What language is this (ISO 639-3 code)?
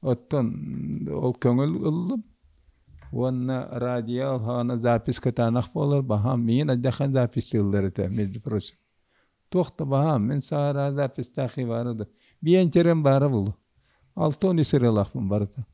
sah